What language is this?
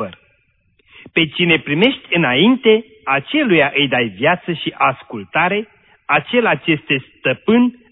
Romanian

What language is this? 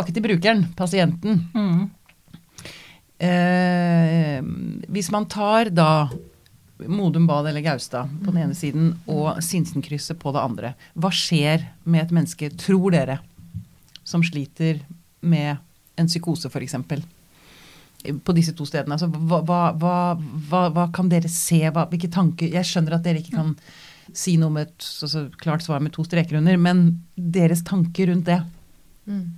Norwegian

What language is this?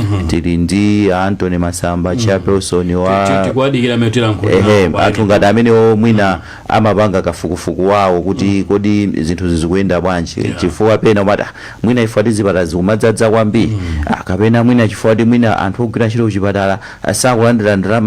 Nyanja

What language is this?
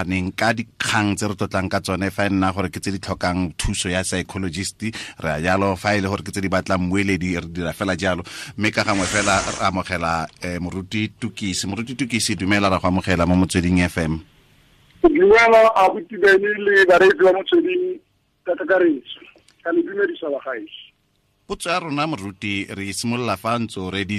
Tswana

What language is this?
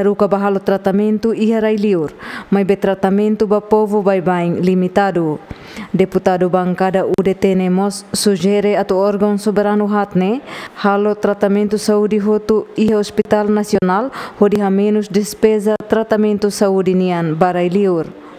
Tetum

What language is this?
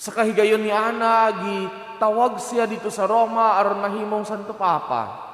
Cebuano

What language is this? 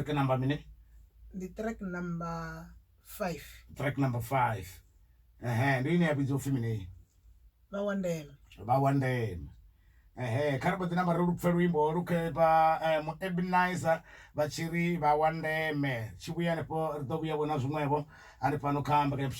Venda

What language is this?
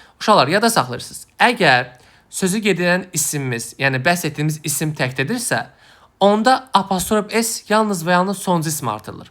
Azerbaijani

